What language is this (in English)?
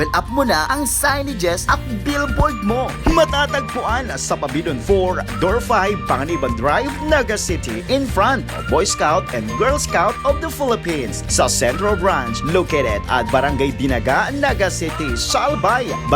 Bikol